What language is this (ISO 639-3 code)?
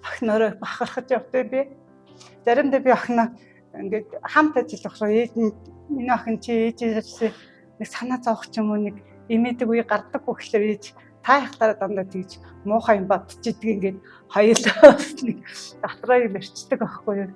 mon